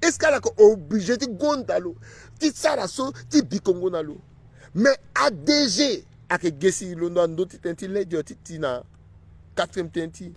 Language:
Sango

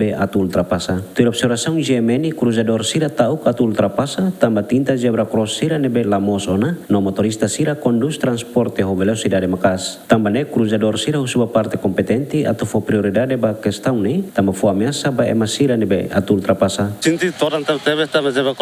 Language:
Tetum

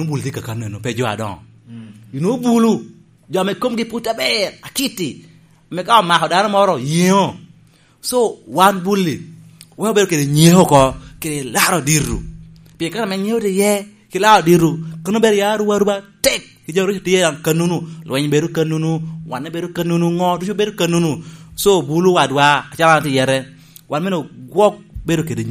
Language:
Lango (Uganda)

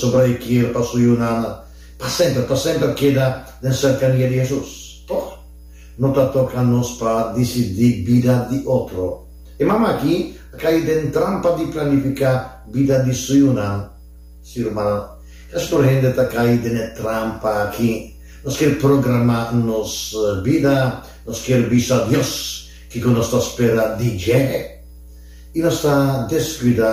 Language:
Papiamento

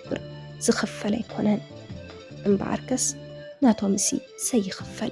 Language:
Tigrinya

